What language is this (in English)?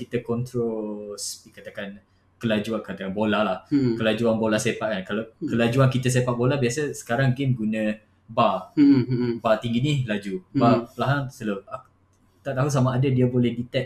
Malay